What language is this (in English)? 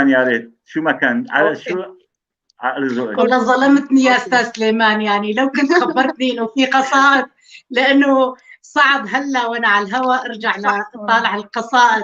North Levantine Arabic